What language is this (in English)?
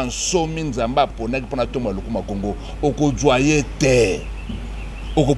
Lingala